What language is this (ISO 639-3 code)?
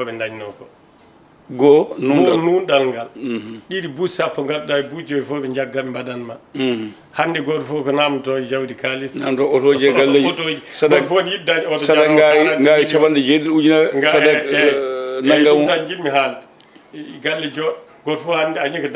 ful